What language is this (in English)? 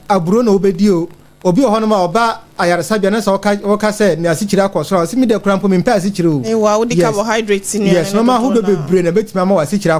Akan